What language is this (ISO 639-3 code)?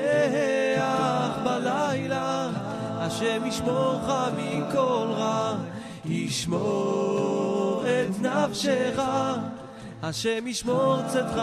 heb